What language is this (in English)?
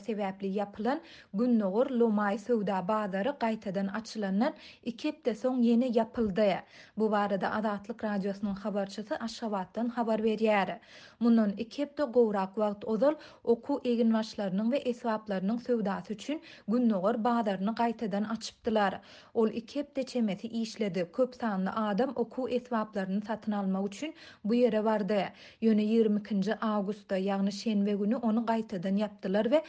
Turkmen